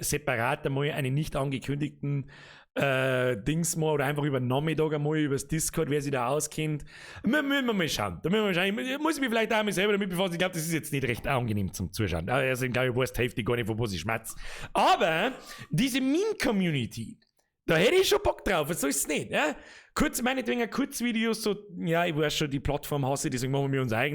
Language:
Bavarian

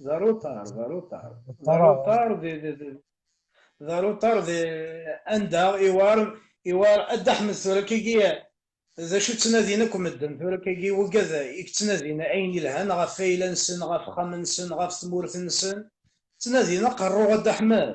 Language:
Kabyle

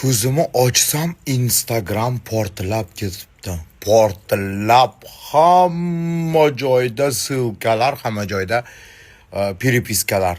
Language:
Uzbek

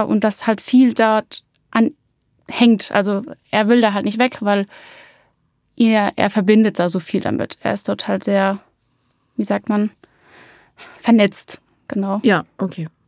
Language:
German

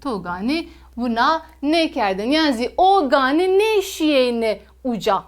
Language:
Zaza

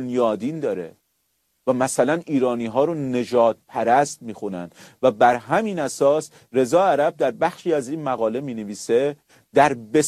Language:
Persian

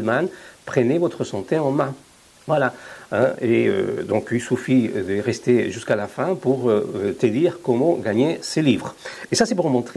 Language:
French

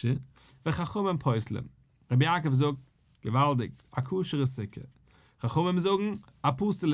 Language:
Yiddish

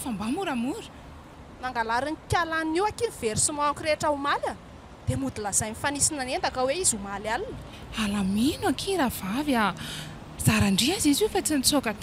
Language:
Malagasy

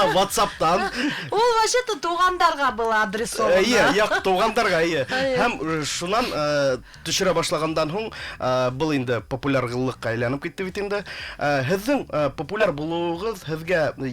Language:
Bashkir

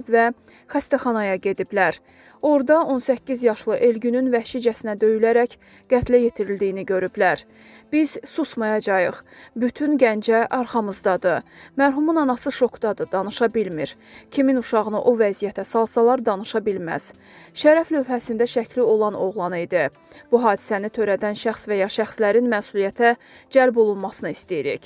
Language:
Azerbaijani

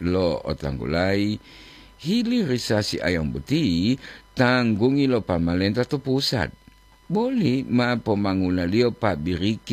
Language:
Gorontalo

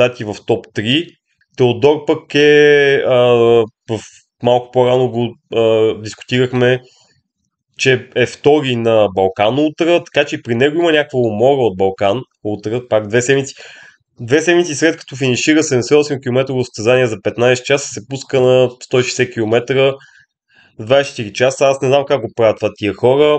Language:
Bulgarian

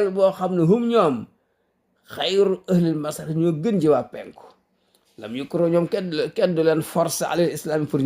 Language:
Wolof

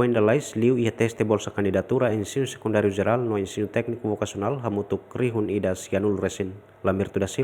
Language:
Tetum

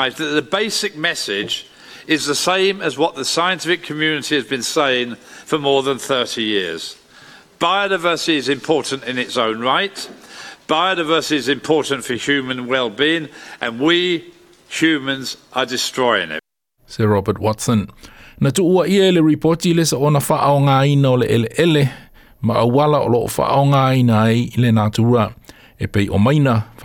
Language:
Samoan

